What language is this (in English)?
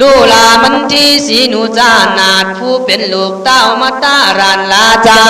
Khün